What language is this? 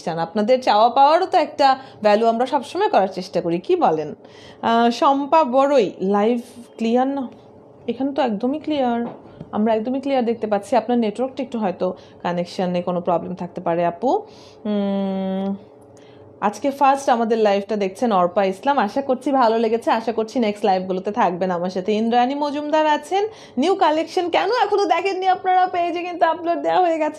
Bangla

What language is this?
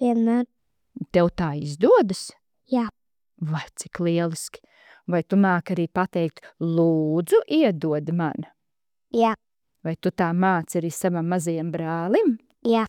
Latvian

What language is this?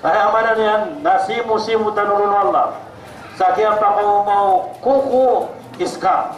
Maranao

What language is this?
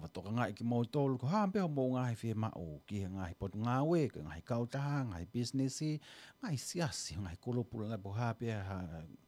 Tongan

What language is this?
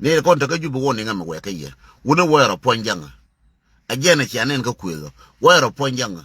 Nuer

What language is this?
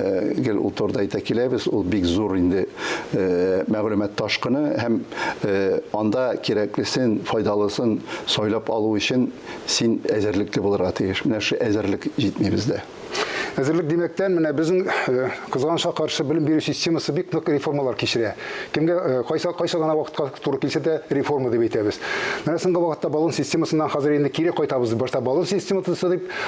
Tatar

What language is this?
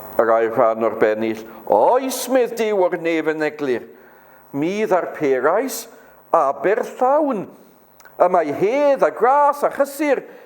Welsh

